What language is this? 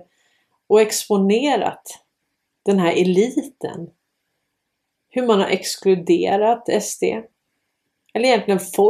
Swedish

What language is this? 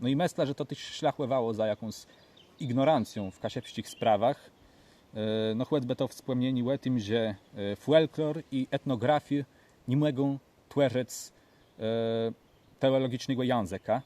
Kashubian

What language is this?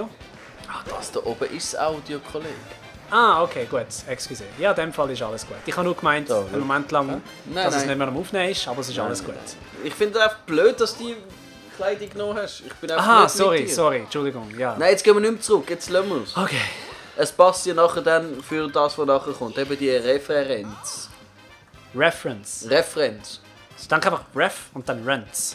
Swiss German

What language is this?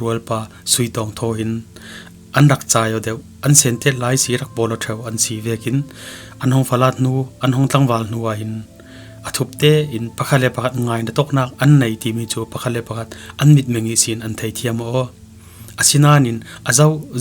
Falam Chin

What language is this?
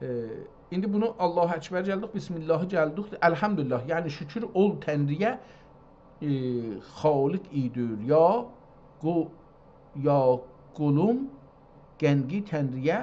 South Azerbaijani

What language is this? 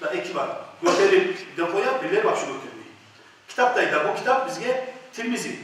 Kumyk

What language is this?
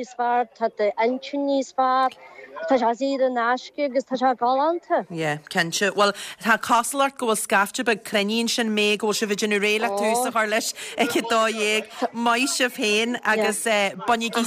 Irish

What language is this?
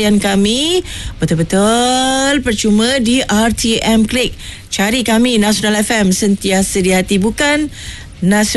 Malay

